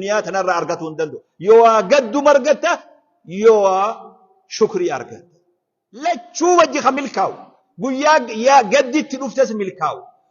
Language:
Oromo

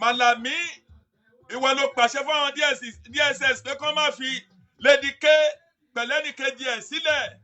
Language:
Yoruba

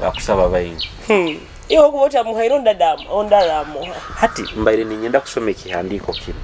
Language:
Nyoro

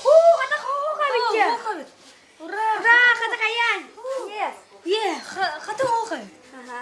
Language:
Yakut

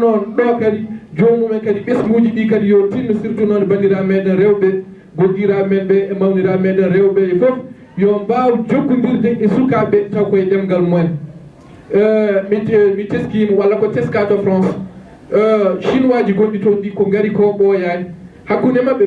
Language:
Fula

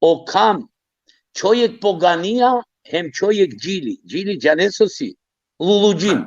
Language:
Balkan Romani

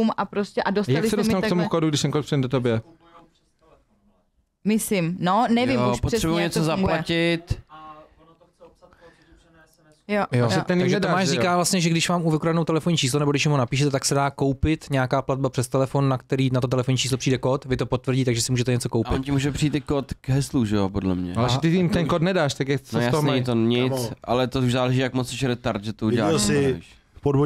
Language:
Czech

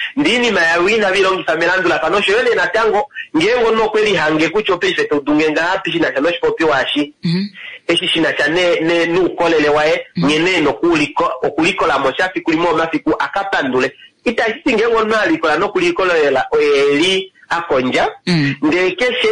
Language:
Kuanyama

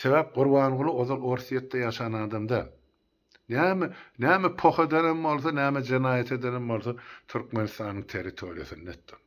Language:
Turkmen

